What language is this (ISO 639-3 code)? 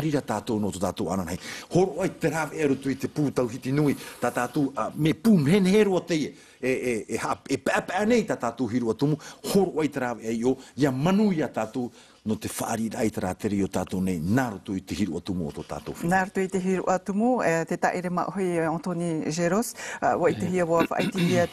tah